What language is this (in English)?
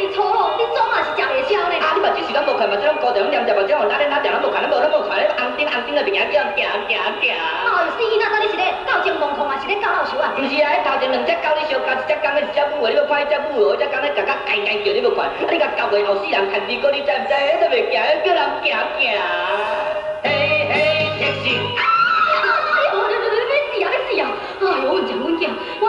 Min Nan Chinese